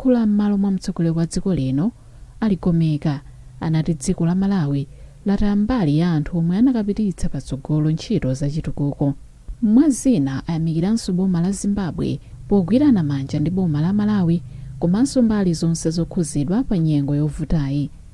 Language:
Nyanja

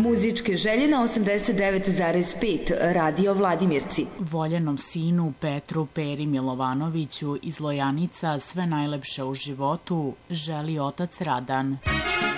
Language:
Serbian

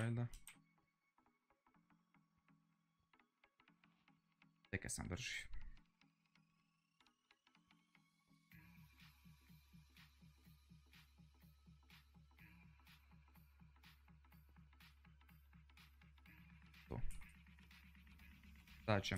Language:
Croatian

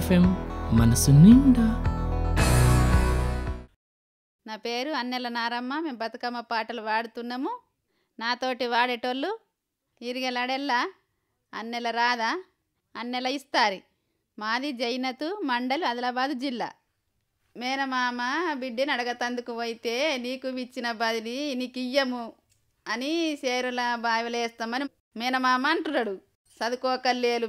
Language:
Telugu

